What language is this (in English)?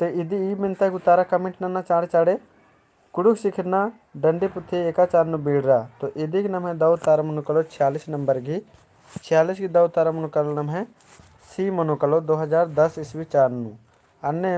Kurukh